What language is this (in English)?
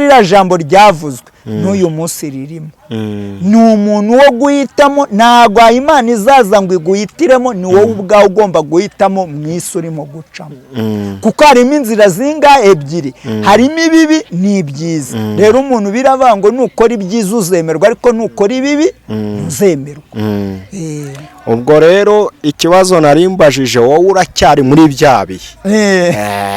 Kinyarwanda